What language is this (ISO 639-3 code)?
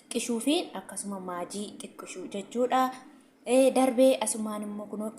orm